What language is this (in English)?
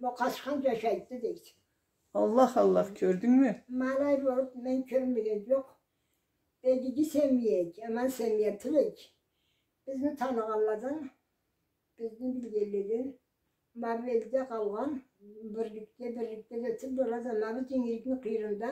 Karachay-Balkar